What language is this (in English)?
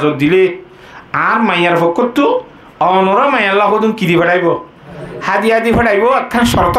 Rohingya